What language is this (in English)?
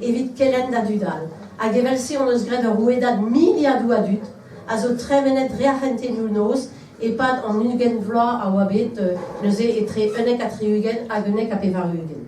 Breton